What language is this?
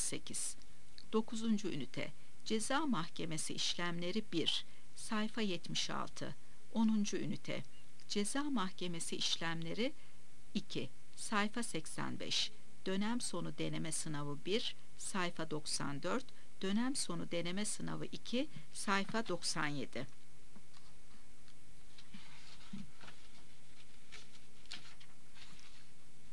Turkish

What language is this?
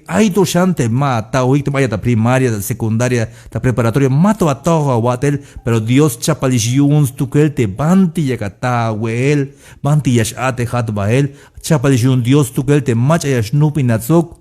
Tzeltal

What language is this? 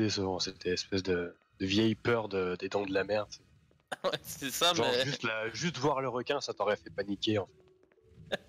French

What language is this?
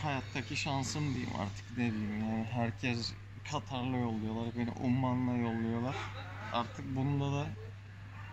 Turkish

